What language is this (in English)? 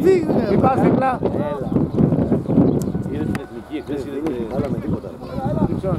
Greek